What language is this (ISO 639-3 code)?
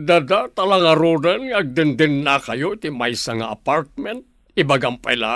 ilo